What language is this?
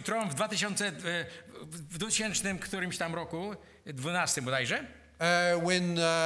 Polish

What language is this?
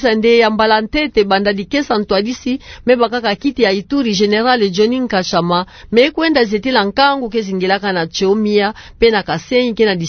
Kituba (Democratic Republic of Congo)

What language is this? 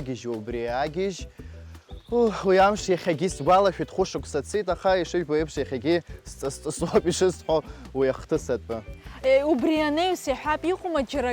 Abkhazian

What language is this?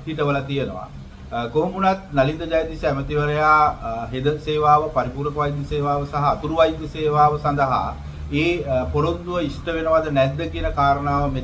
Sinhala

